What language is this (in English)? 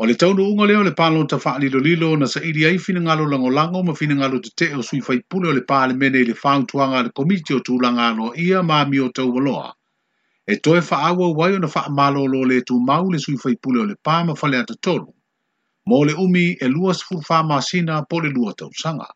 Samoan